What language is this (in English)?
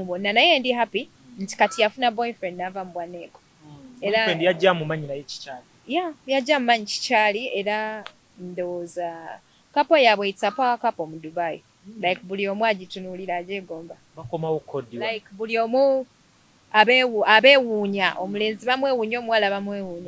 Ganda